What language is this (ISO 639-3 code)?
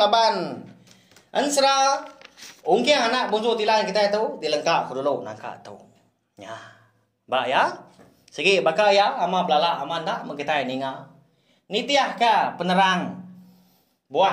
iba